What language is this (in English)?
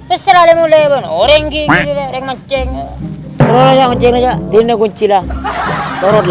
Madurese